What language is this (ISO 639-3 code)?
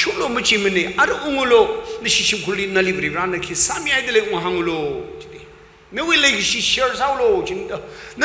nmf